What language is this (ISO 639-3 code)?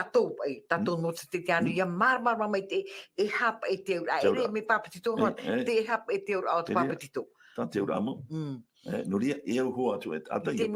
tah